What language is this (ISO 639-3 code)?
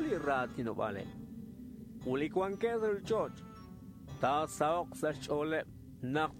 kek